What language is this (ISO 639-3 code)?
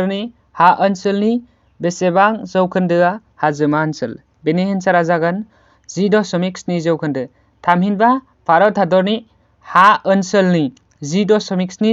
brx